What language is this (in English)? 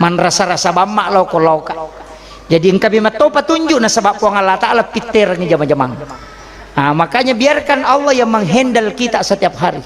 Buginese